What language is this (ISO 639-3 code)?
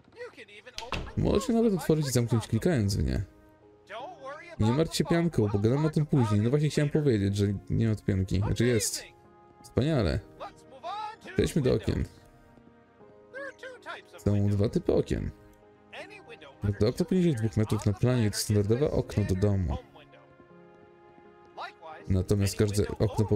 pol